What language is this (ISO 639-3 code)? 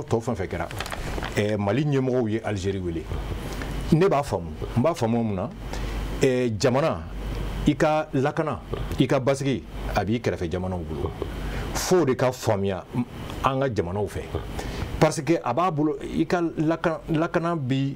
bam